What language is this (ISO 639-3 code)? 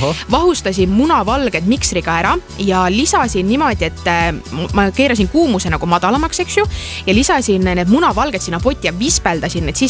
est